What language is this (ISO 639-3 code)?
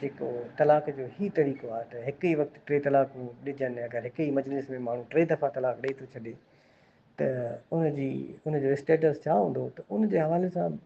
snd